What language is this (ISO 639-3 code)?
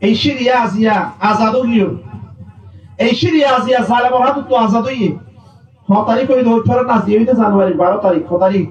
rhg